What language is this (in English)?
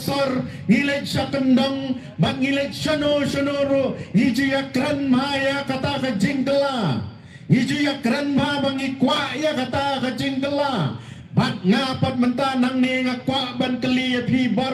Khasi